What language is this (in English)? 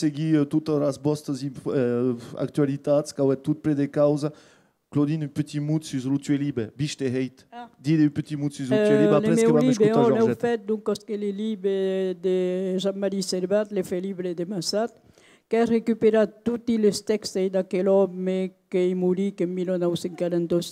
Occitan